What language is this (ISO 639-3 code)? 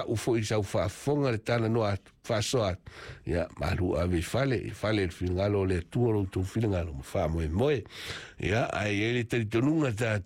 smo